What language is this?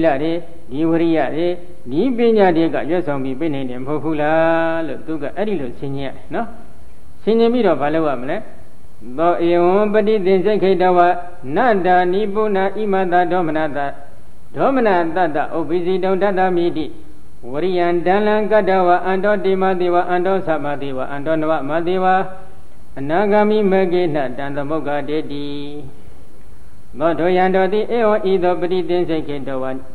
Burmese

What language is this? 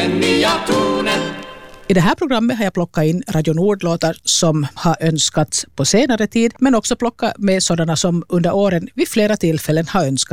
Swedish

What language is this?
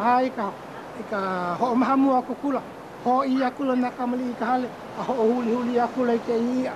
Hawaiian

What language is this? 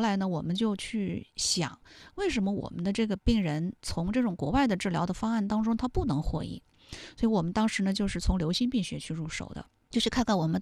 Chinese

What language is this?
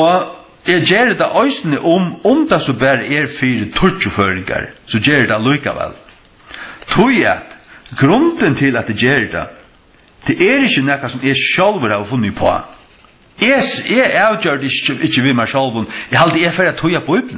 Faroese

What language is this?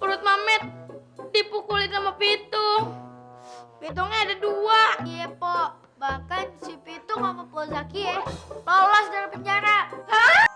Betawi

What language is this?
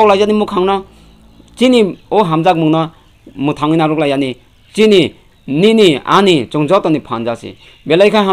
Kok Borok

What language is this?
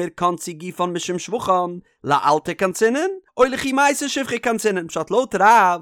Yiddish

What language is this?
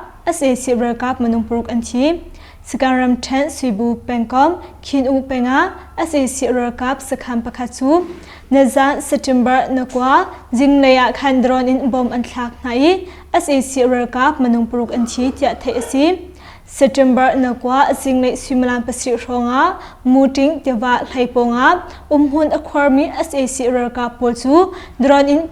Hakha Chin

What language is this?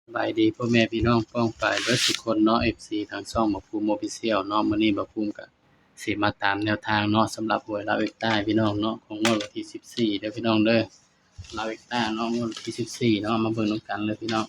Northeastern Thai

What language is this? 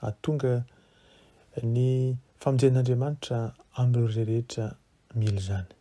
Malagasy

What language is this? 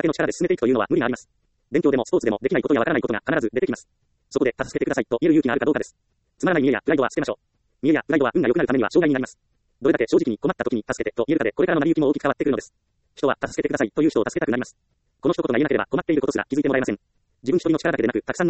Japanese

